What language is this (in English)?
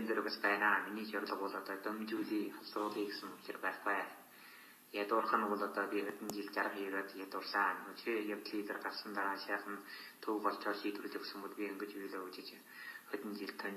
Mongolian